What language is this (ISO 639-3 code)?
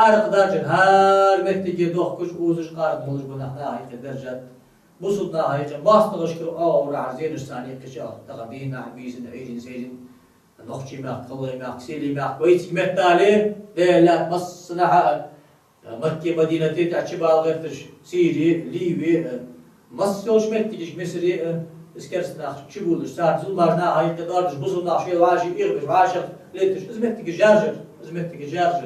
inh